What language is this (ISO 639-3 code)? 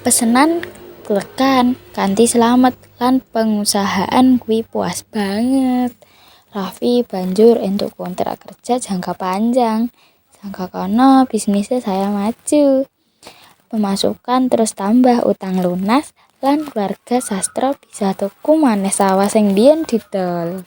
jav